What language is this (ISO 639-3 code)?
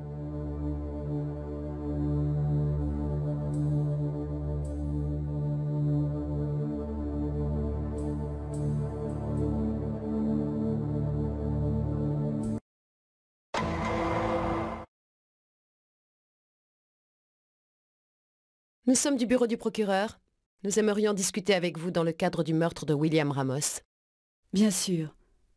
fra